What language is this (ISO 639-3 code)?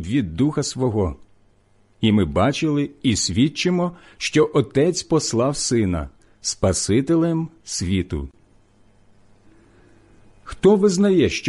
ukr